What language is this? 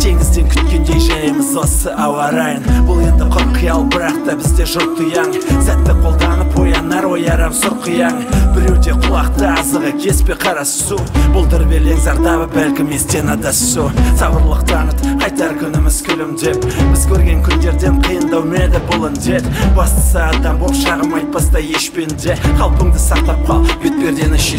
Kazakh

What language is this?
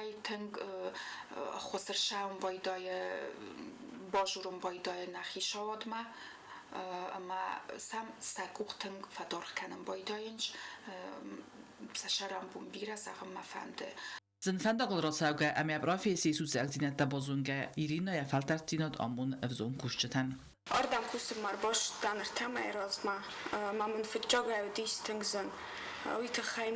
Ossetic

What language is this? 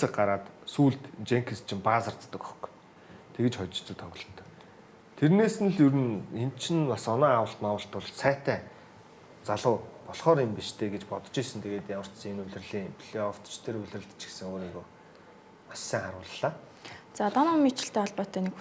Mongolian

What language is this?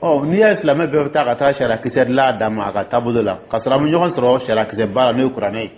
Dyula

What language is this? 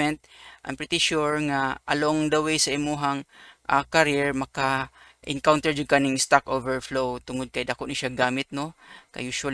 Cebuano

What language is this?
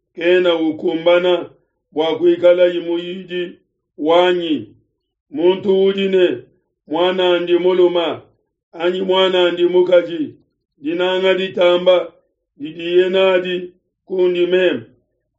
Luba-Lulua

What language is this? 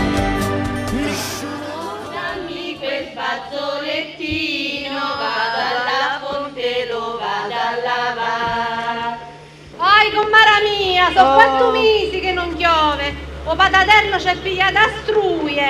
Italian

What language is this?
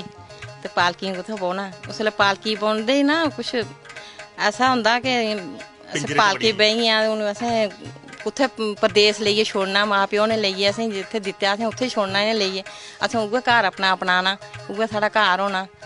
Dogri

